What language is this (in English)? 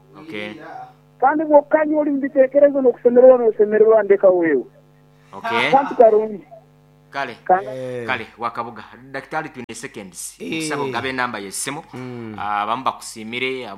Nyankole